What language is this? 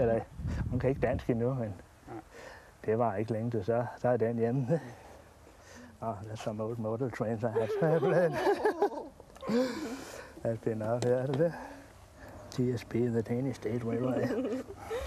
Danish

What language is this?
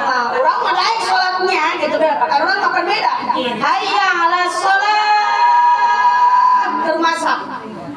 Sundanese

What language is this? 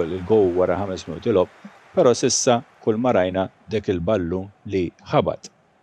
Maltese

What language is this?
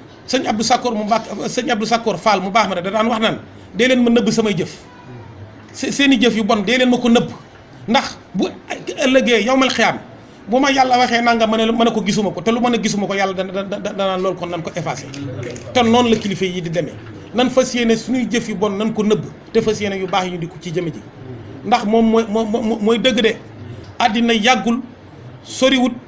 Wolof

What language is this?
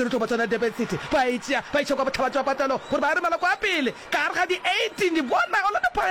Northern Sotho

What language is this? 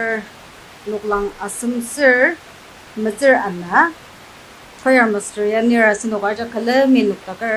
Ao Naga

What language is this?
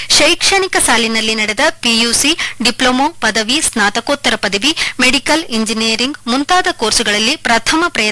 Kannada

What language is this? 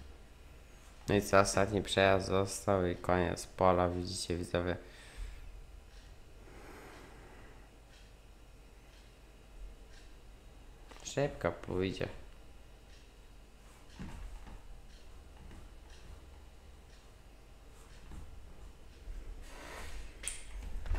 Polish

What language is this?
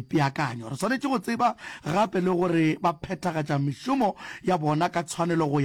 Northern Sotho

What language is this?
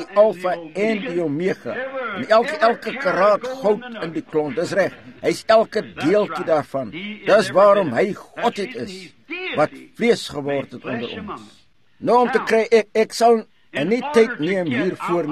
Afrikaans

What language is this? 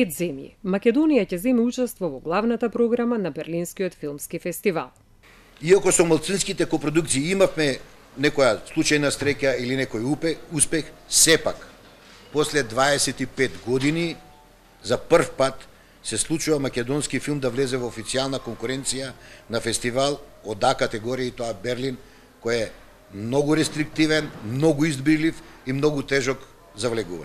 Macedonian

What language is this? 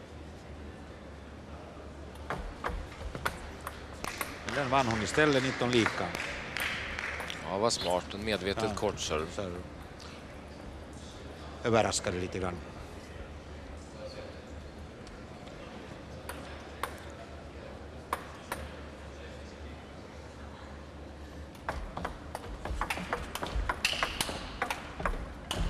Swedish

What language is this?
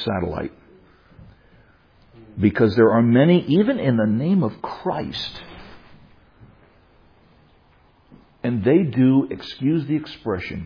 English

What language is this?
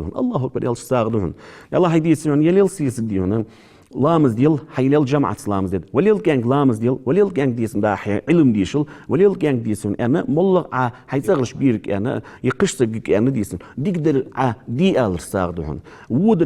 Ingush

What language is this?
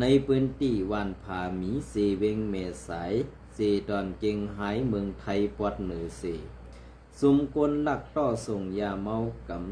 Shan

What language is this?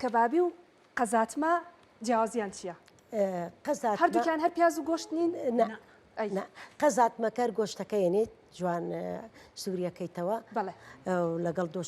Central Kurdish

